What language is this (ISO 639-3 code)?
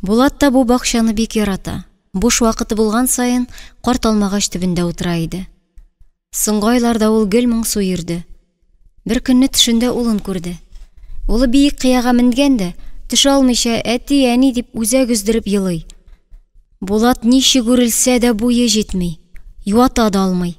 tat